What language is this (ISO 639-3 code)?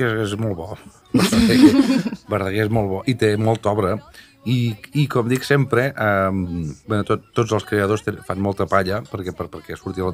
cat